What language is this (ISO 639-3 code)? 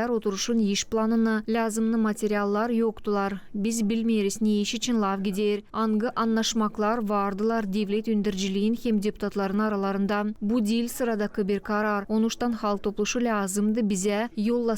gag